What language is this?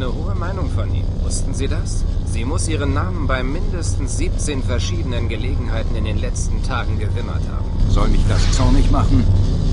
Bavarian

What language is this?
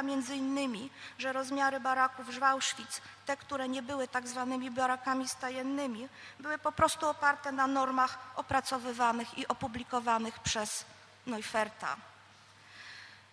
Polish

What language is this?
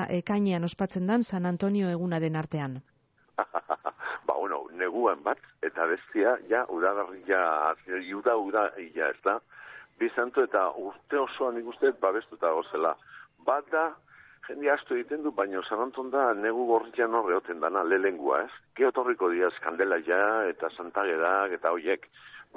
Basque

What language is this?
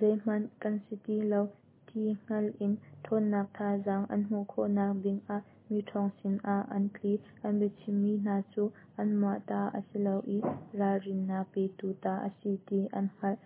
Hakha Chin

